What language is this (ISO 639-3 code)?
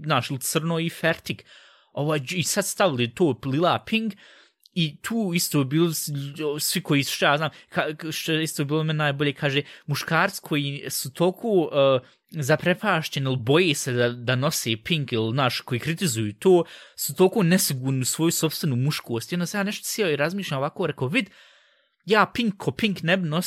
srp